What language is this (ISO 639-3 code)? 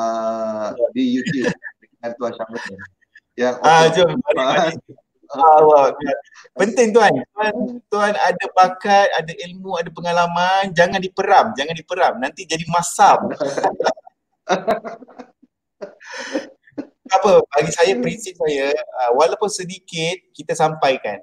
msa